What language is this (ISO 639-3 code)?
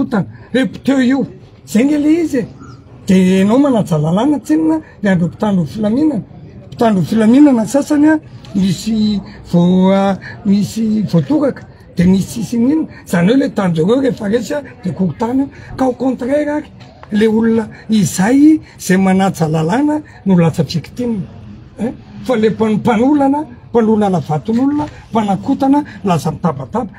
mlg